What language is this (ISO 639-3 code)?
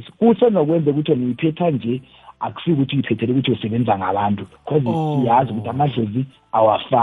nbl